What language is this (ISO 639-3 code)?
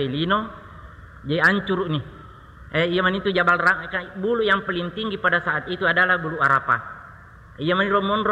bug